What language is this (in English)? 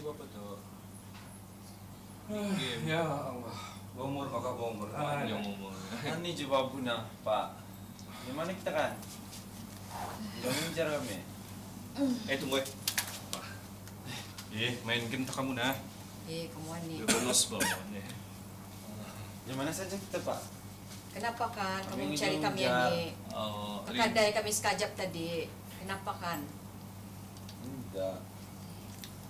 Malay